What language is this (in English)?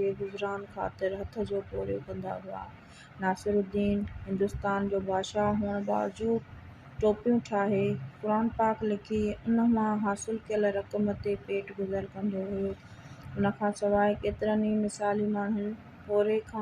Sindhi